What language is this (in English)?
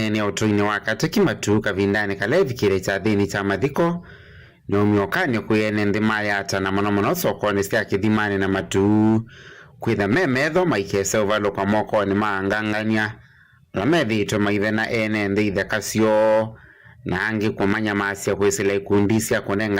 Kamba